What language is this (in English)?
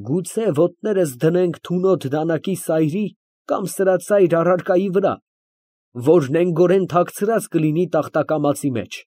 Armenian